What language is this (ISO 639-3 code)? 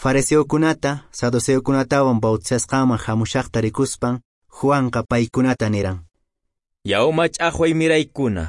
que